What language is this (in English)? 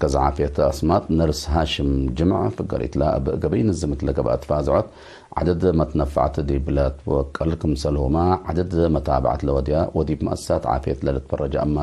Tigre